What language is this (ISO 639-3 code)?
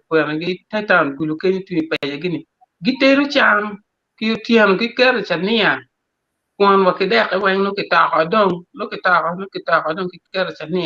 ach